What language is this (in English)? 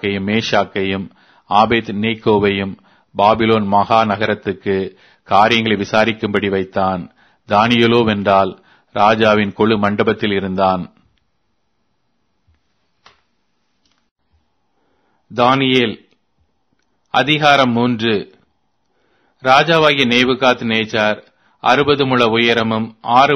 Tamil